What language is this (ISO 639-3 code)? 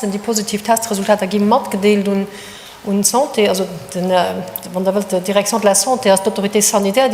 ltz